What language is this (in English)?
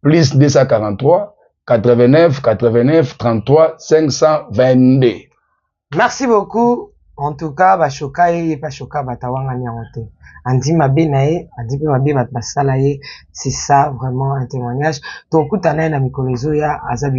Lingala